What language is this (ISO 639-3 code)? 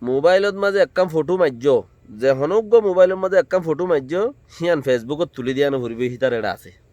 rhg